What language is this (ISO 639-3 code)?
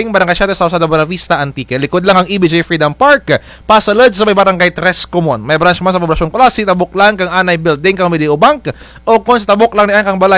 krj